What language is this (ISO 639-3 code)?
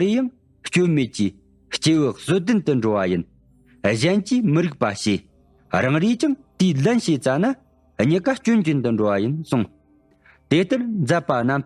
bod